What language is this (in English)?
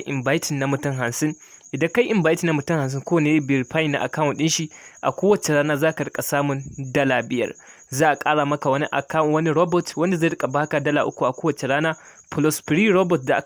Hausa